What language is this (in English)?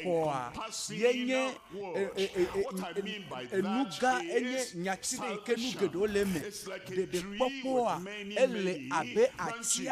Ewe